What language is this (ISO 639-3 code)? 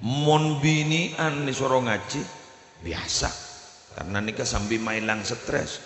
mad